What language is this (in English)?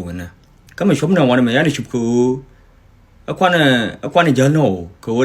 Nuer